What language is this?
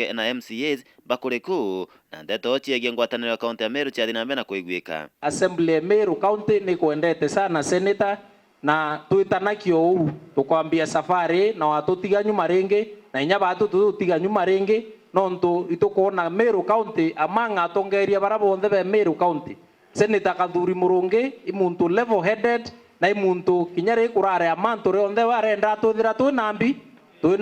Meru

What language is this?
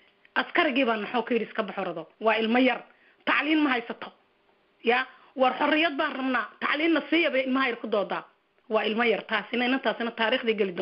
Somali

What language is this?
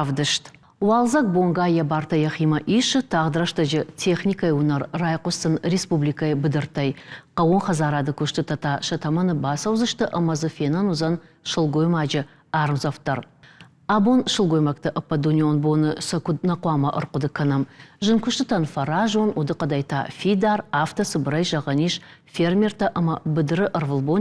Ossetic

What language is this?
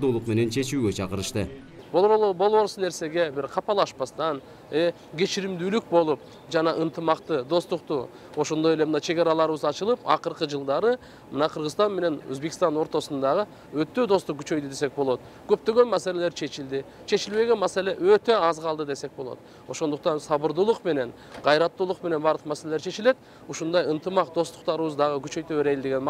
Kyrgyz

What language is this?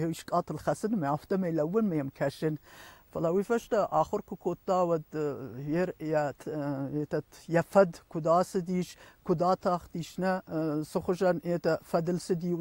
Ossetic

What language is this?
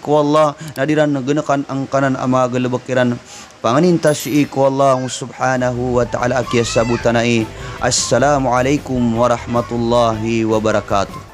Maranao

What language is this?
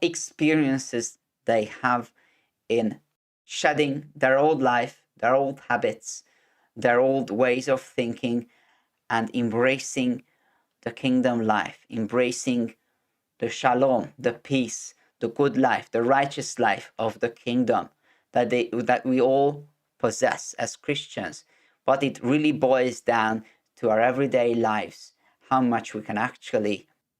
English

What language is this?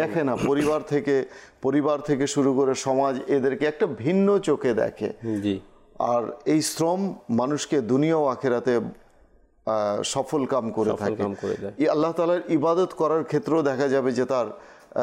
Bangla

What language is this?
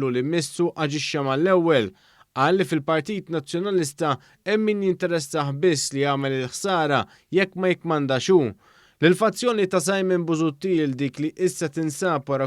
Maltese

